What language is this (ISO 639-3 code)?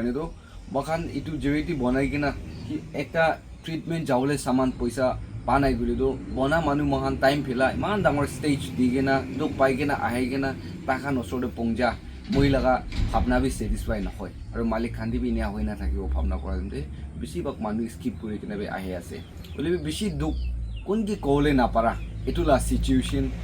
nag